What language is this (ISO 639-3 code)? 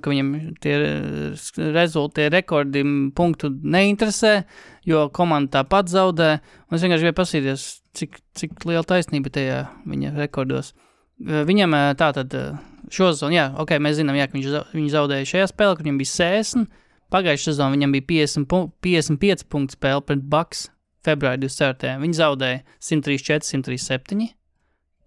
lav